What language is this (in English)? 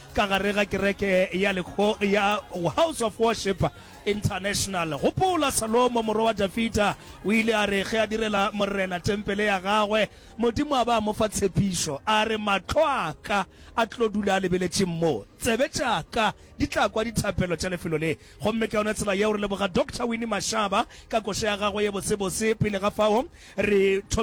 Northern Sotho